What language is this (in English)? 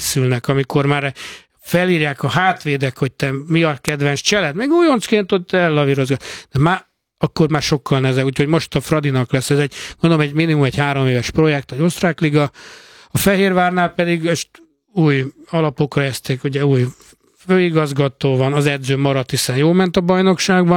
Hungarian